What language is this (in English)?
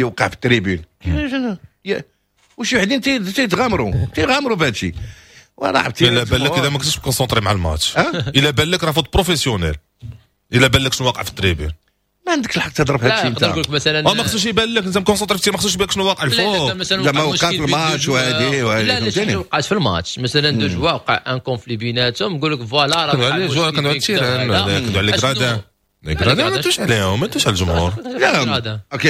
Moroccan Arabic